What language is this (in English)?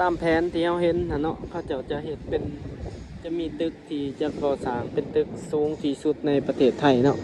Lao